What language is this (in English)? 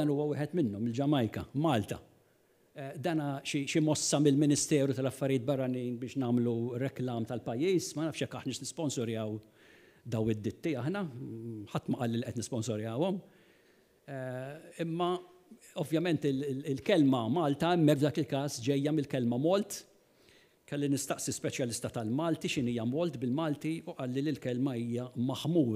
Maltese